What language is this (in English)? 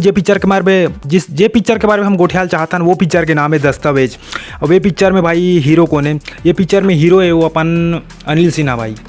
Chhattisgarhi